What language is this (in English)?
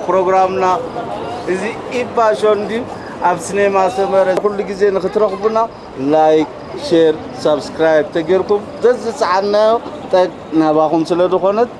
Tigrinya